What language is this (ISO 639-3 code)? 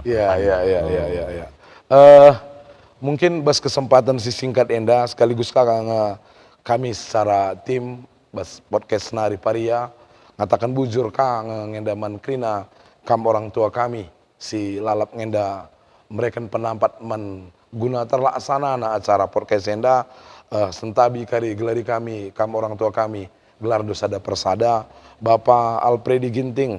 btx